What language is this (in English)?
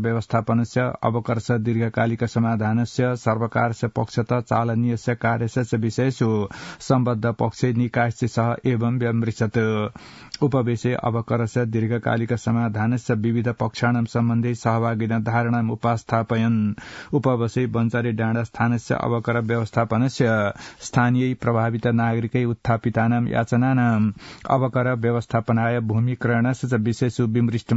Sanskrit